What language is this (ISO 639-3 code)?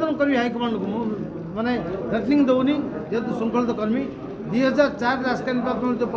ori